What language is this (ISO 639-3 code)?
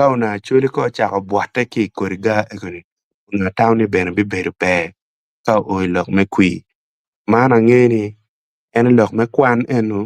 ach